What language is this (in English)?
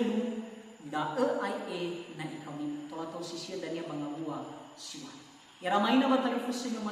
Nias